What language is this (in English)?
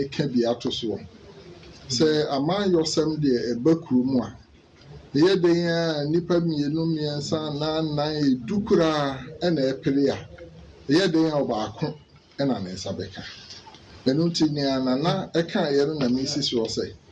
Akan